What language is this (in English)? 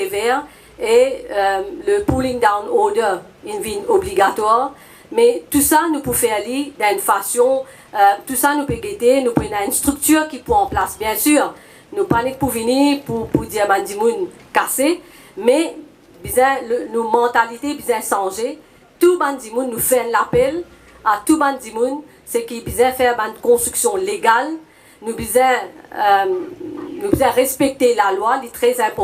Morisyen